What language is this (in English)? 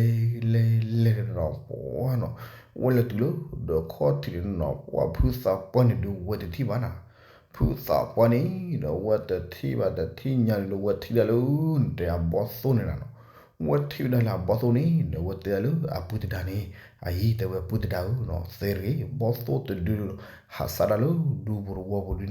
S'gaw Karen